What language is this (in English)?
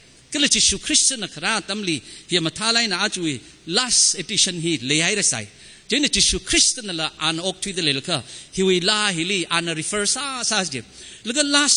Tangkhul Naga (India)